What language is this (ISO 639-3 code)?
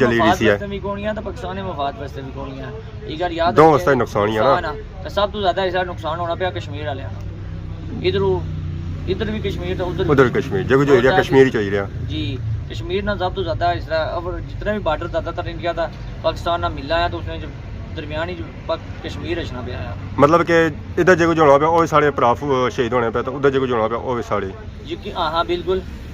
phr